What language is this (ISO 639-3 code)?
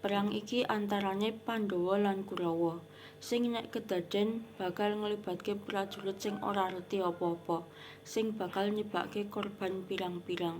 jav